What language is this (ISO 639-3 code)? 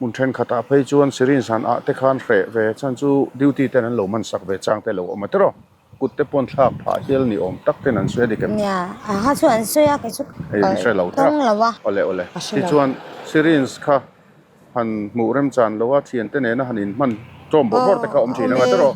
lus